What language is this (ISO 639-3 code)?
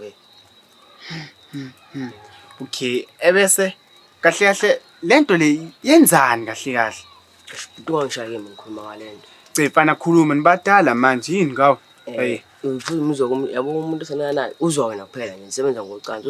zul